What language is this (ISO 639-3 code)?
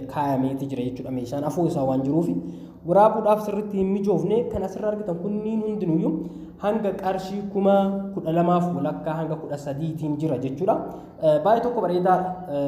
orm